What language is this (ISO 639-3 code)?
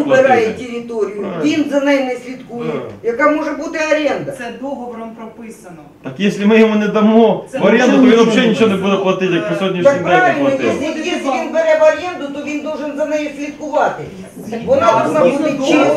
ukr